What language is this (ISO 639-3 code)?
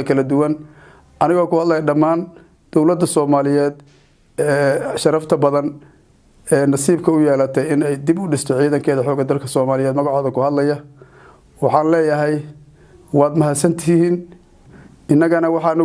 som